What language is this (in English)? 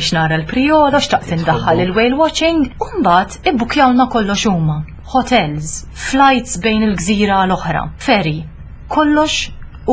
Maltese